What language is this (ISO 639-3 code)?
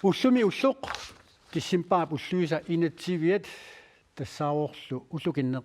kal